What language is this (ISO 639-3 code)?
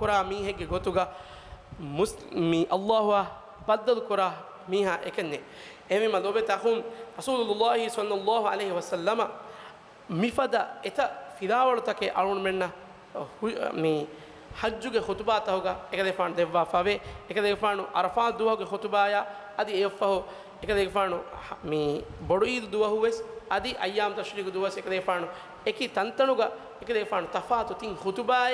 div